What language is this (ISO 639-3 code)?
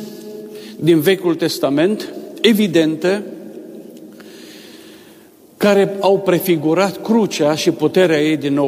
ron